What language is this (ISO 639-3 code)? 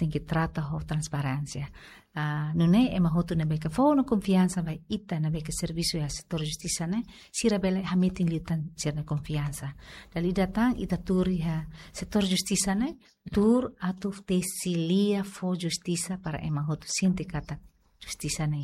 tet